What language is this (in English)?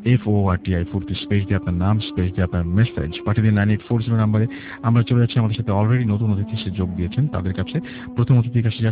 Bangla